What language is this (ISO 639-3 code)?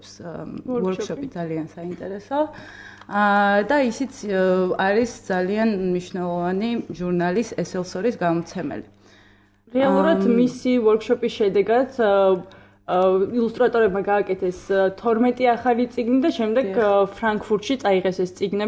kat